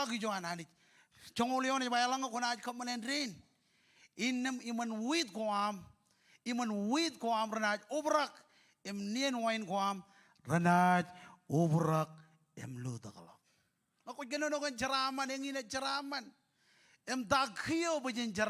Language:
Marshallese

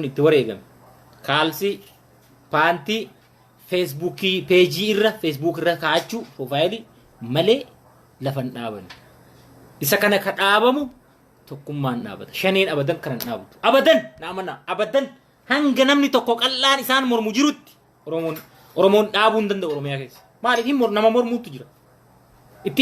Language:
Oromo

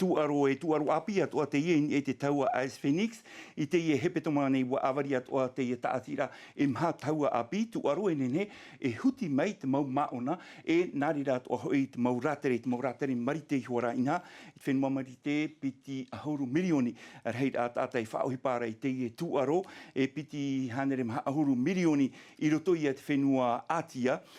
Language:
Tahitian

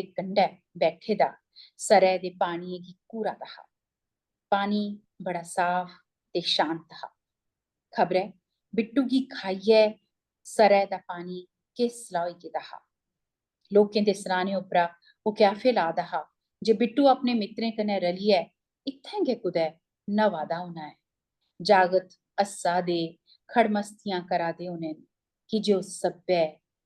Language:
Dogri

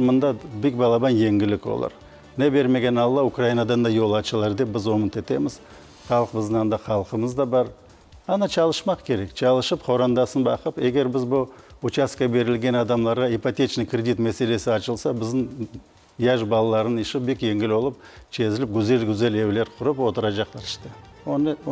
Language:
Crimean Tatar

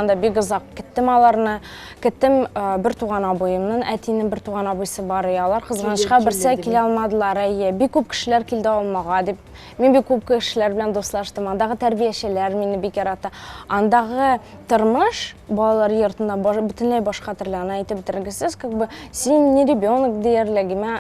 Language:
Tatar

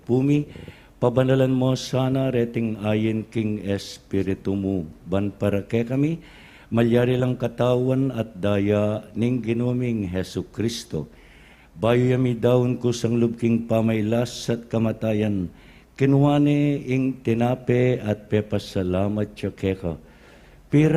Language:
Pampanga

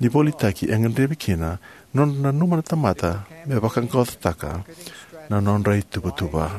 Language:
Fijian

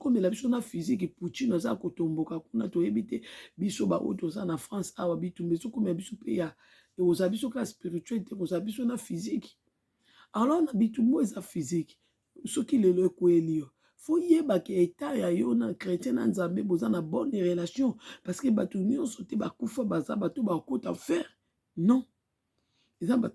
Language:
Lingala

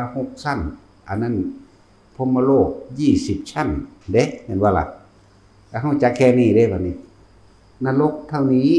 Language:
Northeastern Thai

